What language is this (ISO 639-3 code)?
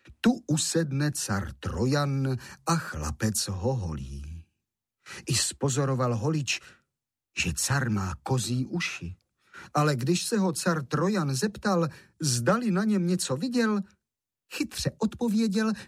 ces